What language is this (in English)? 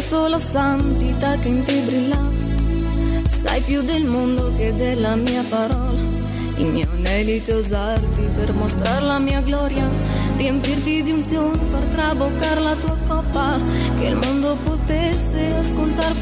Italian